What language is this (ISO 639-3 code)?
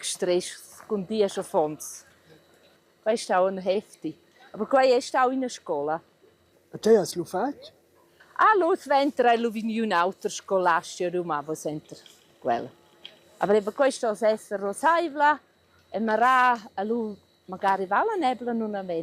roh